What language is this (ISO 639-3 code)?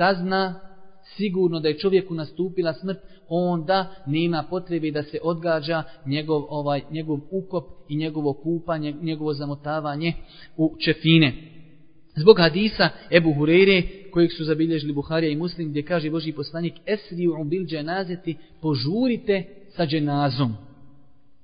bos